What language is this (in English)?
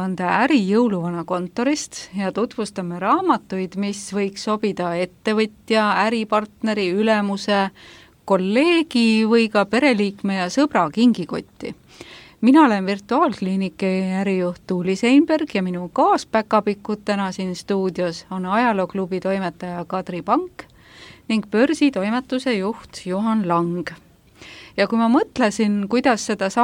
Estonian